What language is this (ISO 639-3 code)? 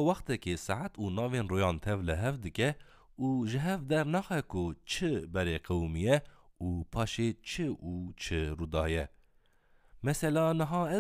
kur